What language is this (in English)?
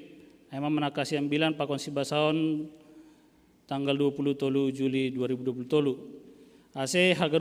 Batak Simalungun